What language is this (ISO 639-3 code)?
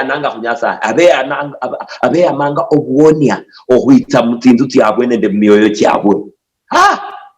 luy